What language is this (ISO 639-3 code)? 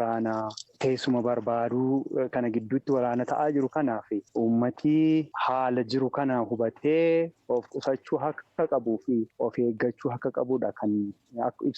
orm